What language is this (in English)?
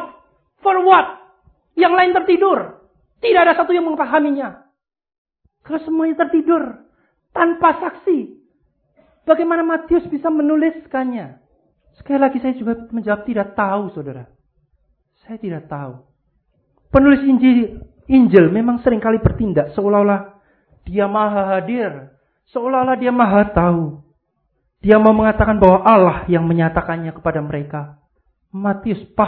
Indonesian